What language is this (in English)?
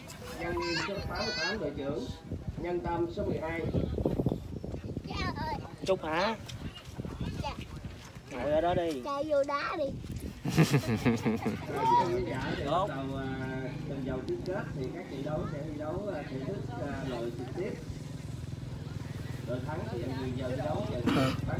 Vietnamese